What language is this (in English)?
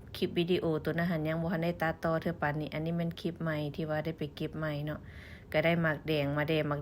Lao